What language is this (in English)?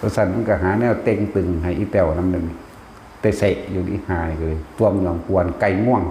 Northeastern Thai